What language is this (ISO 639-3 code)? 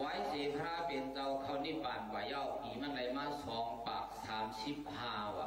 shn